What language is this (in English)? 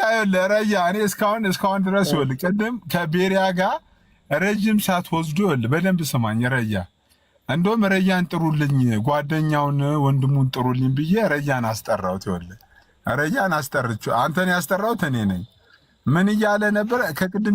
Amharic